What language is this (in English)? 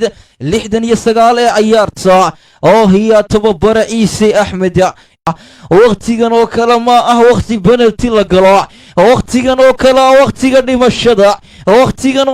Somali